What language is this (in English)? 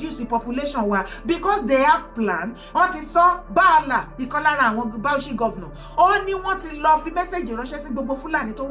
Yoruba